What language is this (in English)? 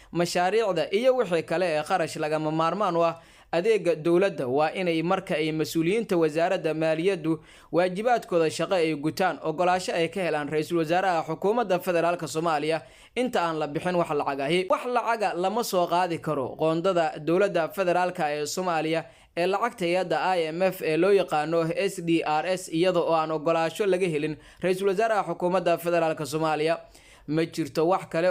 Somali